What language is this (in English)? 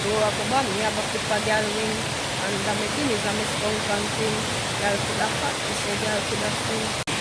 Jamaican Creole English